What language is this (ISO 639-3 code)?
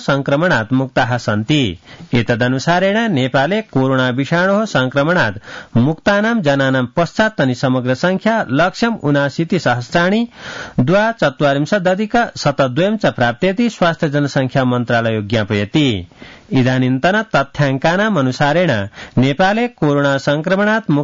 san